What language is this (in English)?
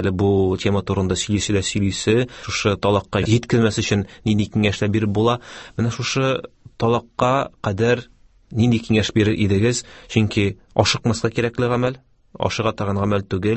Tatar